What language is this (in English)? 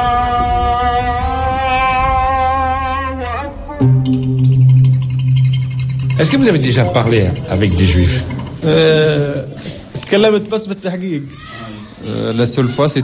French